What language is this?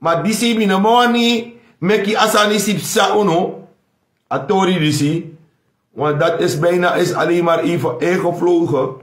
Sranan Tongo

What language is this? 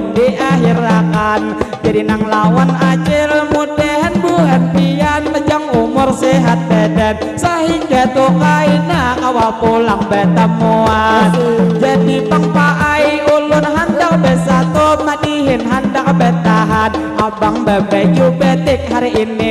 Banjar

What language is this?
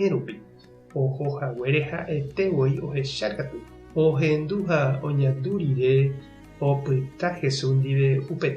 Guarani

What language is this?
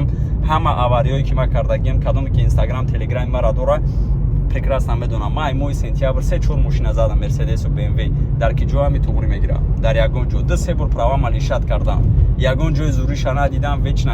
Tajik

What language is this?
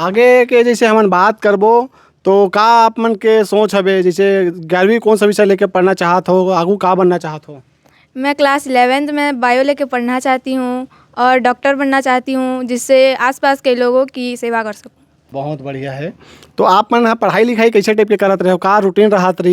Chhattisgarhi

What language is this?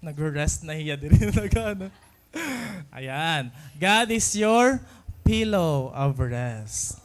Waray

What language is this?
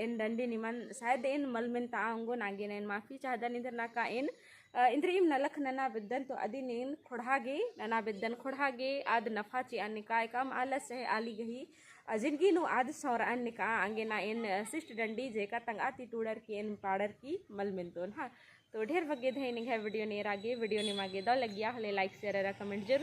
Kurukh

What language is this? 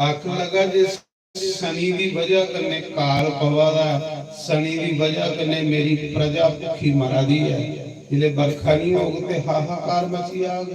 Dogri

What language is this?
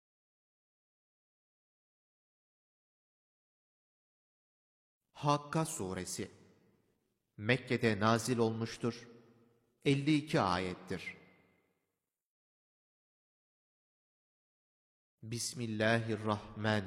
Turkish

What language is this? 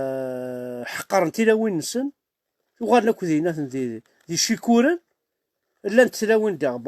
Kabyle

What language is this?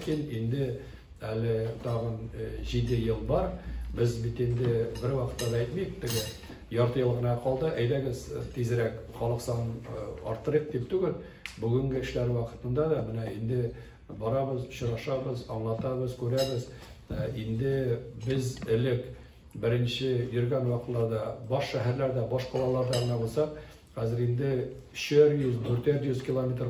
Tatar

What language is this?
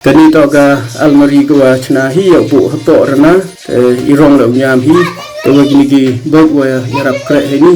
Khasi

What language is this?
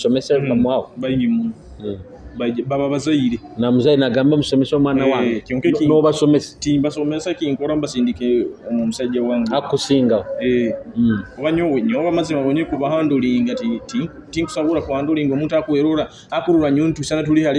Nyoro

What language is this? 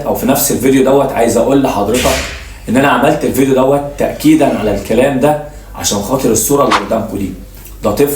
Egyptian Arabic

